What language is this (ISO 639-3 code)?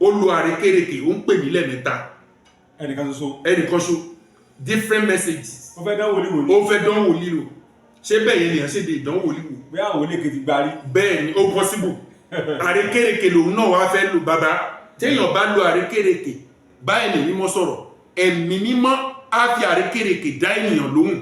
yor